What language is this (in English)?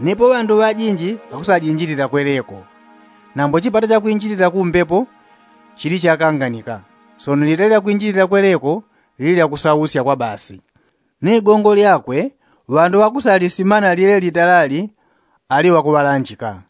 Yao